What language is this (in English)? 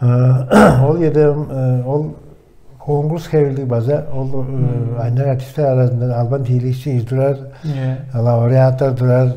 Tuvinian